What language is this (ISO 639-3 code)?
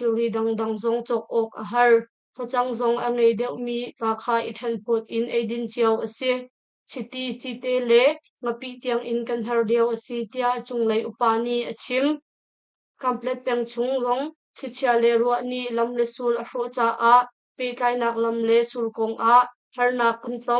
cnh